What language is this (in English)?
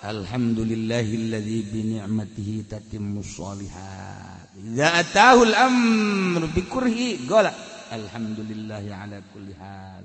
Sundanese